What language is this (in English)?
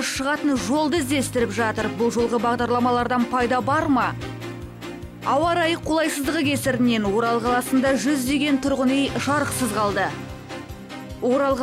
Kazakh